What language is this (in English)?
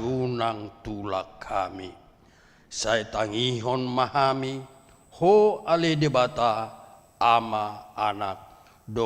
Batak Toba